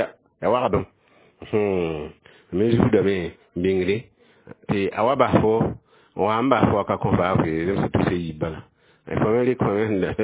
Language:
Mossi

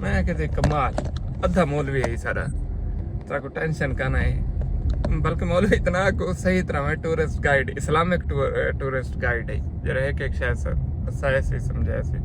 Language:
Saraiki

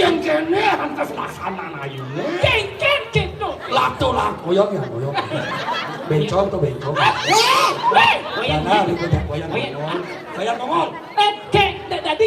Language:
Balinese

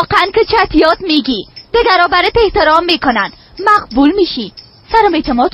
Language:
Persian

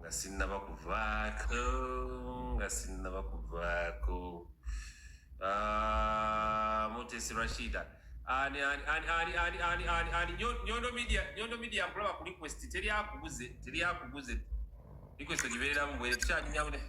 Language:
Ganda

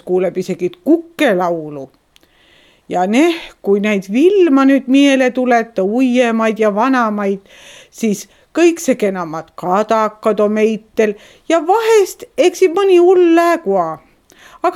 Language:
Estonian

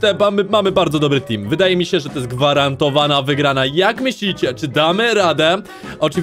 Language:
Polish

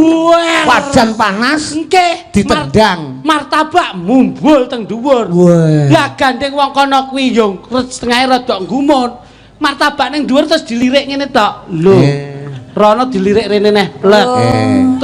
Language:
Javanese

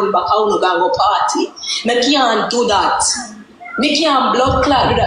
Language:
Jamaican Creole English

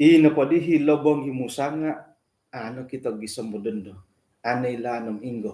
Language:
Central Dusun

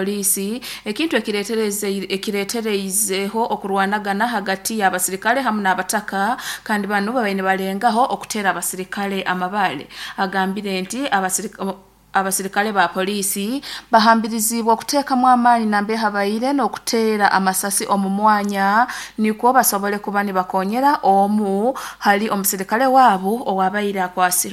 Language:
Nyoro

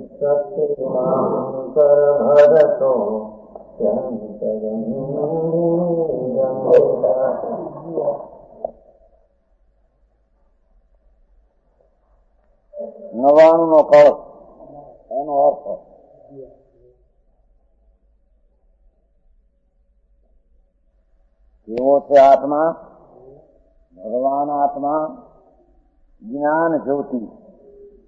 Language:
Gujarati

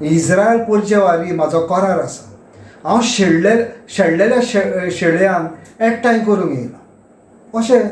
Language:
Konkani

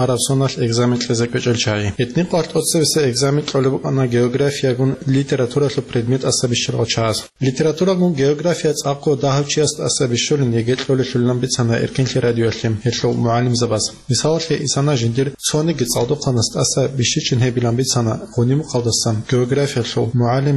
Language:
Avaric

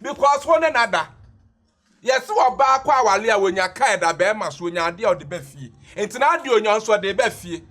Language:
Akan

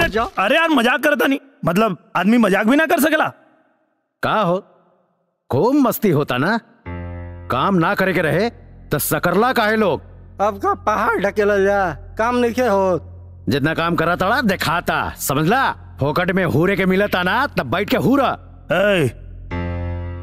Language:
Bhojpuri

